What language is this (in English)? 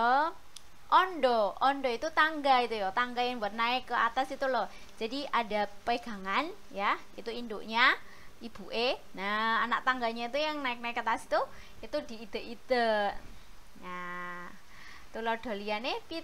Indonesian